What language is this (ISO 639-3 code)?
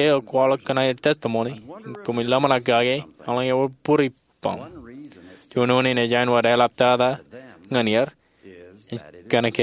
mah